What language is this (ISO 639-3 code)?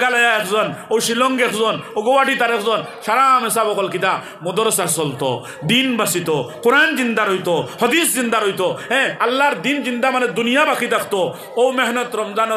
syl